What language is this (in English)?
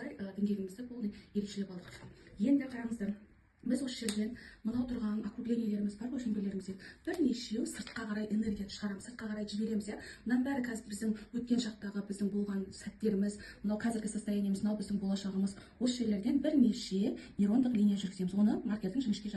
Kazakh